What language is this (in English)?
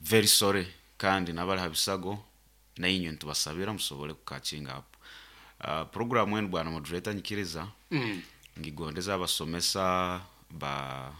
Nyoro